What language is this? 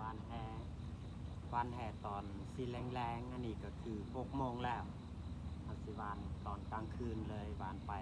Lao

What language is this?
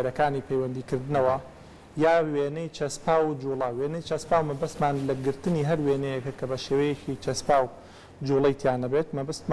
Central Kurdish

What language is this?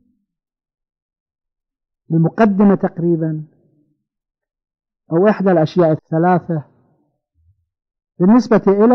Arabic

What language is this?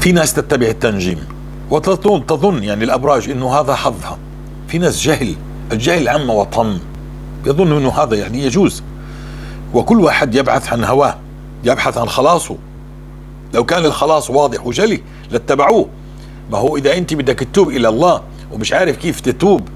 North Levantine Arabic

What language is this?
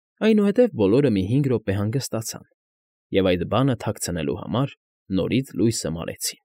Armenian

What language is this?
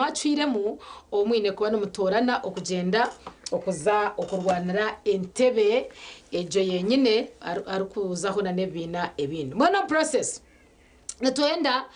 Nyankole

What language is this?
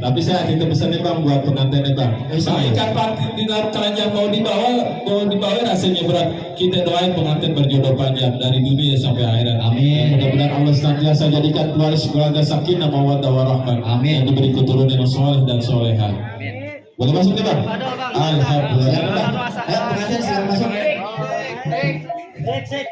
Betawi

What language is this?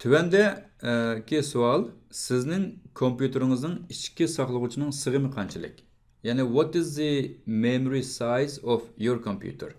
Uyghur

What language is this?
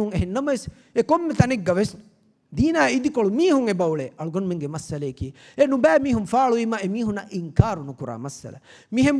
Divehi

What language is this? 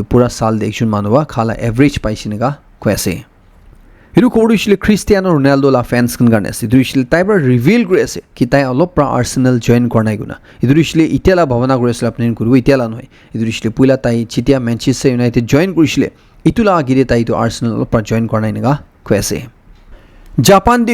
Naga Pidgin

